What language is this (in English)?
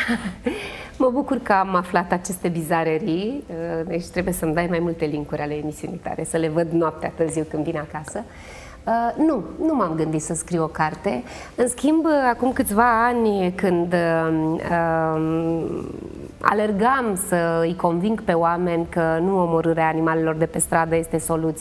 Romanian